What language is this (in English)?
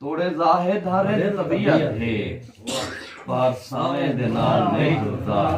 Saraiki